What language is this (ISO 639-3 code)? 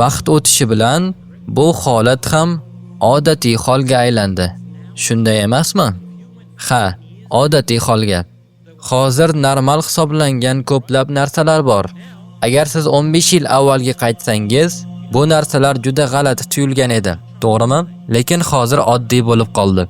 uzb